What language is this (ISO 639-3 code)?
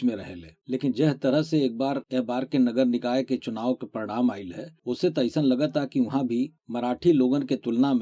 bho